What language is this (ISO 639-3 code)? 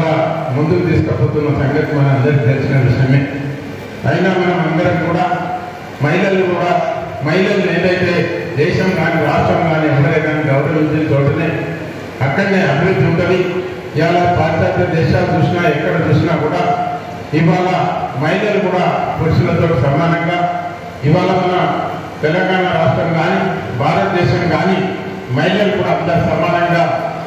tel